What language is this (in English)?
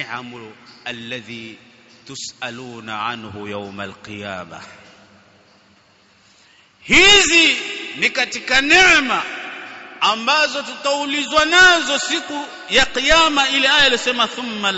Swahili